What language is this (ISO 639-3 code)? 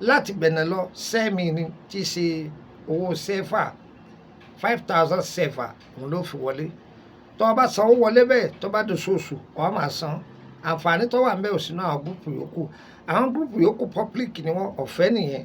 yor